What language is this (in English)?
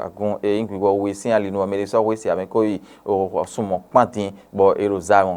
Fon